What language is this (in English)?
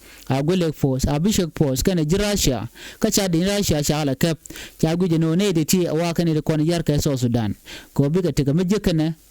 Nuer